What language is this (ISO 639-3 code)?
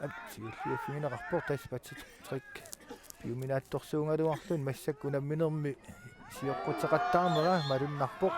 kal